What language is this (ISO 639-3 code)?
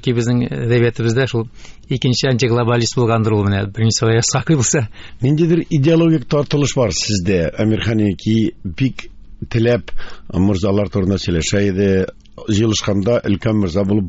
tat